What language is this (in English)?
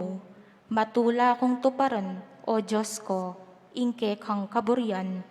Pampanga